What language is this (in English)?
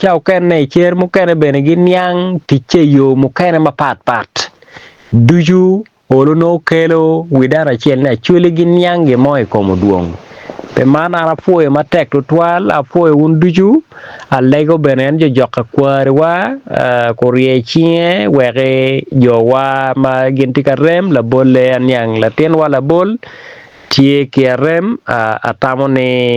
Acoli